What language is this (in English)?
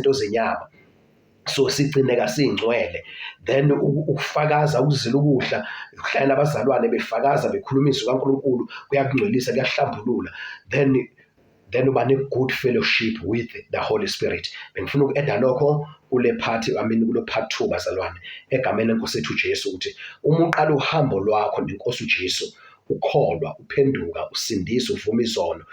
Zulu